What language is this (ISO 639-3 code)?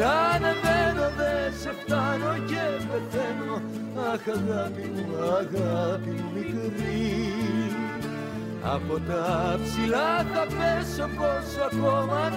ell